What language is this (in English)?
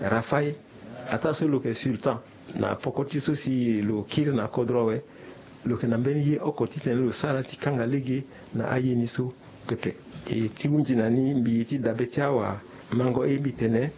Sango